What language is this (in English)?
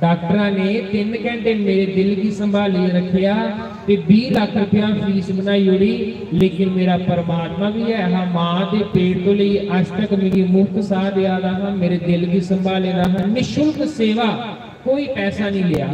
Dogri